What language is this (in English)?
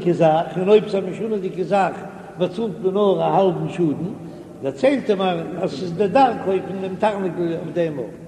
Yiddish